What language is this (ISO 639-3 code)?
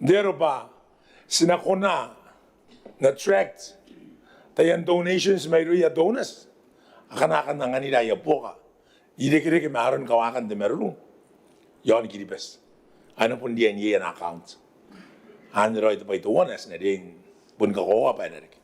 gil